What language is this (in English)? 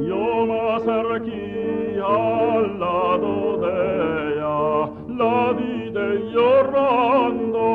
Ladino